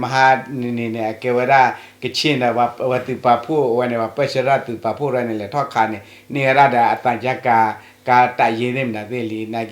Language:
S'gaw Karen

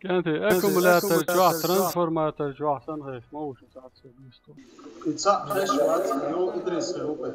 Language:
Chechen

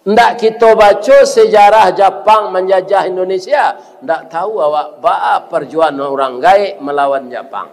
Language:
Minangkabau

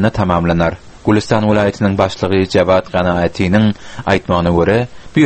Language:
Turkmen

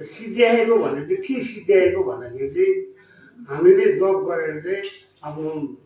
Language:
Nepali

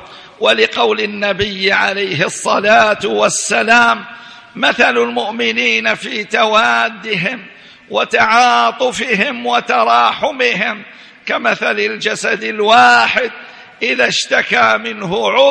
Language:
Arabic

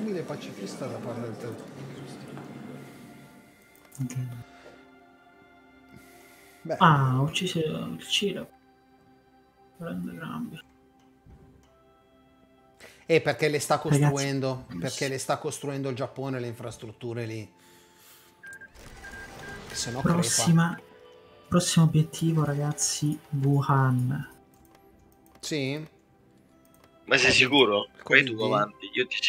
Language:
Italian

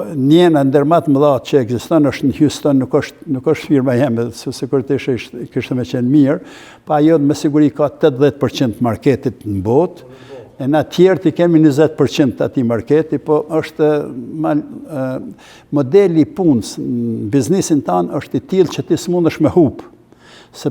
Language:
Albanian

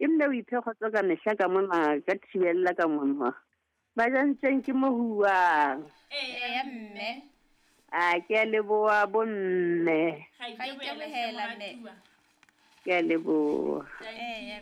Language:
Southern Sotho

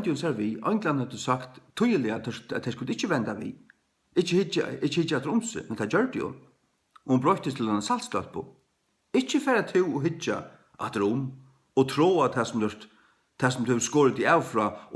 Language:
Faroese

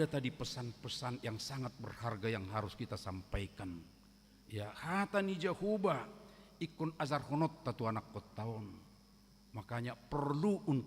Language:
Batak Toba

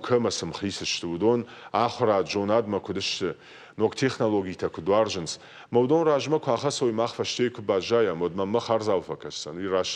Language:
Ossetic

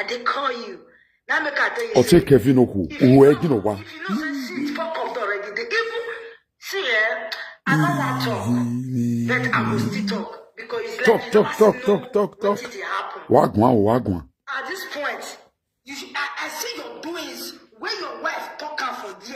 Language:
Nigerian Pidgin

